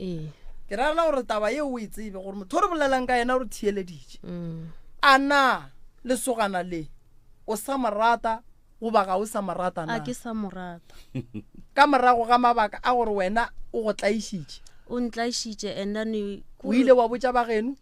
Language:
Northern Sotho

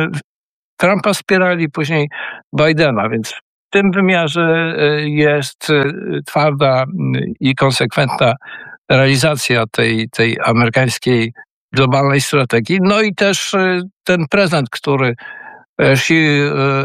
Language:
Polish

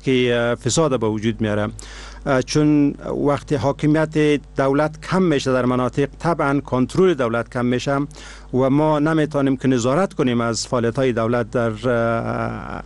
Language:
Persian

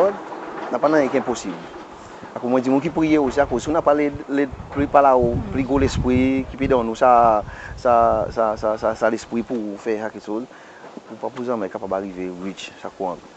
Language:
Seselwa Creole French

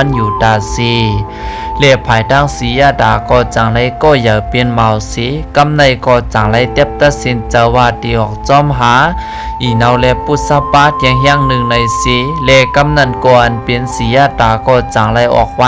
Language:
Shan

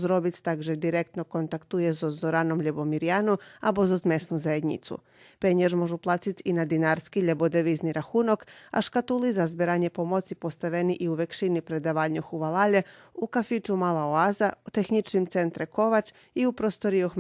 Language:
Rusyn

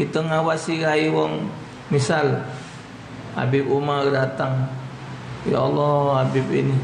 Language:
Musi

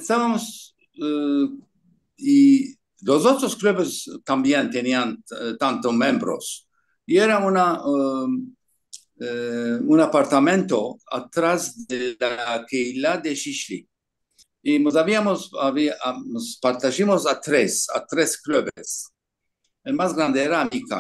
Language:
Ladino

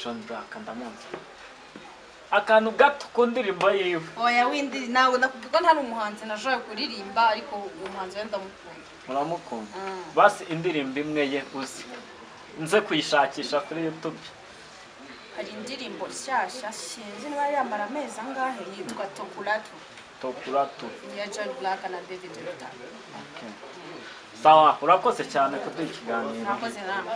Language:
Kinyarwanda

